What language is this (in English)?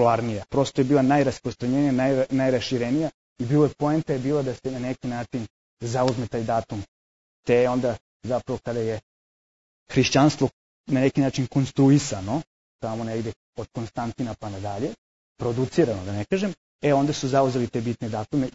Serbian